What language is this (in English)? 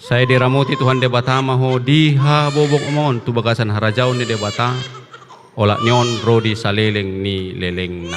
Batak Toba